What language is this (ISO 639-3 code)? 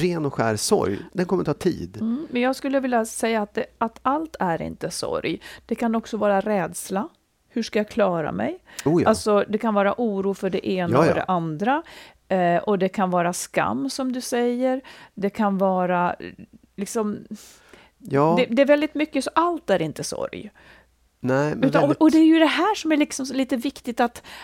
swe